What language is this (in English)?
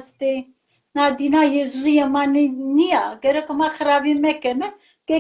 Zaza